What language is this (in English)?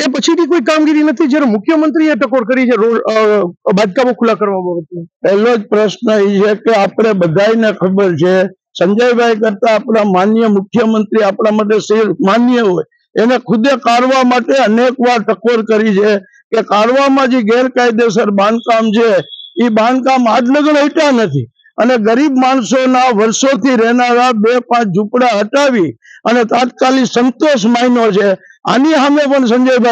Gujarati